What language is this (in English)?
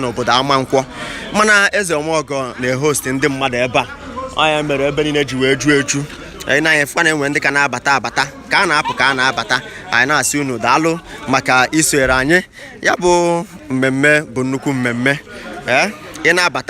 Igbo